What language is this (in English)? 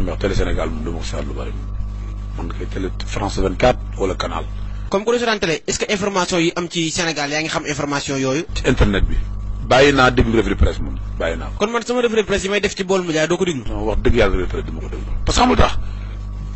Wolof